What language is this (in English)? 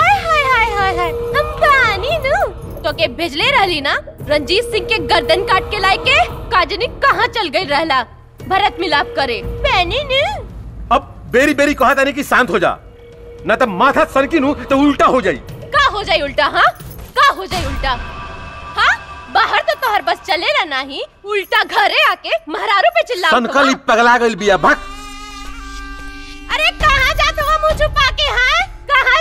Bhojpuri